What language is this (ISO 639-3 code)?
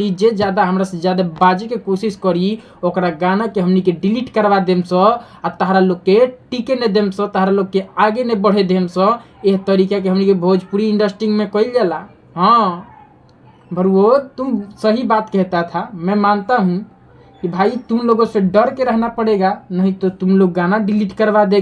bho